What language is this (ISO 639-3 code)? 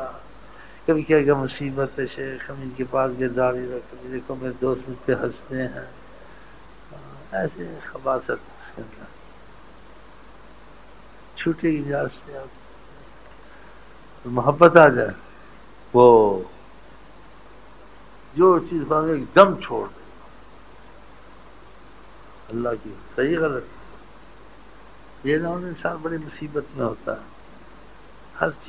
urd